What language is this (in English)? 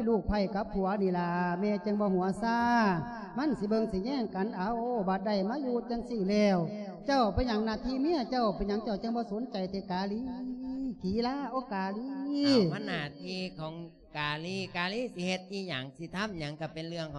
Lao